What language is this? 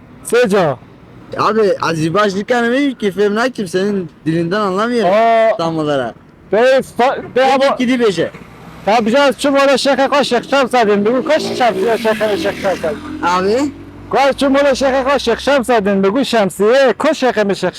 Kurdish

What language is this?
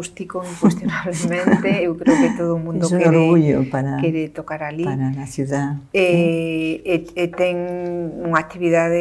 Galician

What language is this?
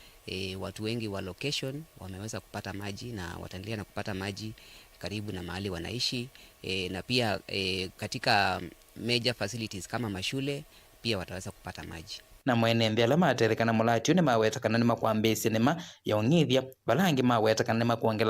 Kamba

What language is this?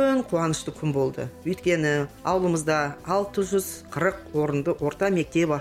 Kazakh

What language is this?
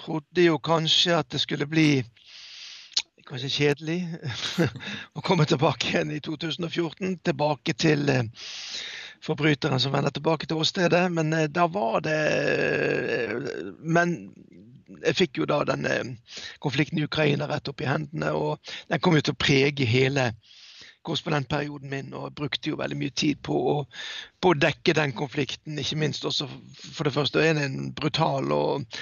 Norwegian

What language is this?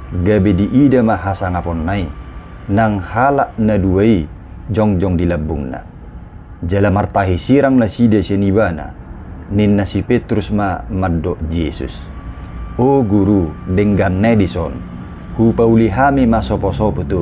Batak Toba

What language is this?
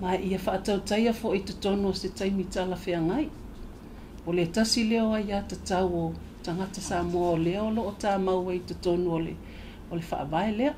Samoan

